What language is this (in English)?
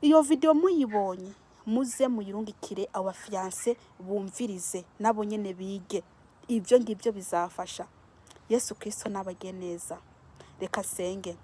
Rundi